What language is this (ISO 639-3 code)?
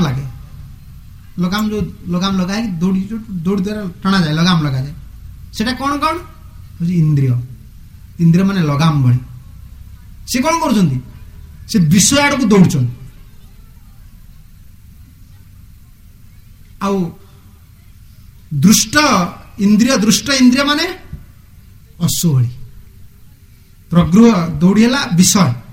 ori